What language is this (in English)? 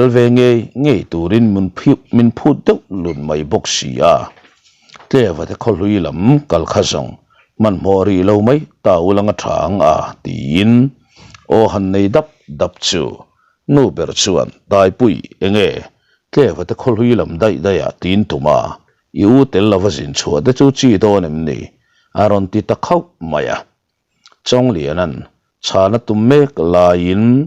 Mizo